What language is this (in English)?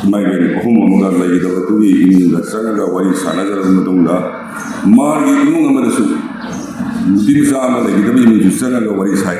Manipuri